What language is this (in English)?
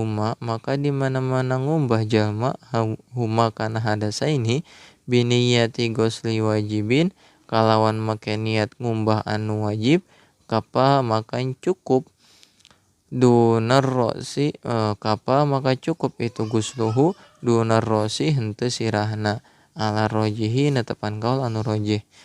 Sundanese